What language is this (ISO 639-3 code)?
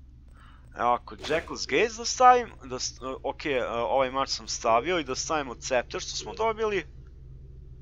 hrv